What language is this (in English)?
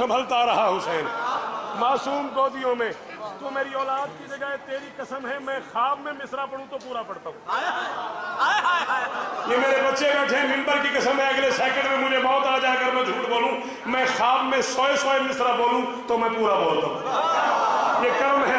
Urdu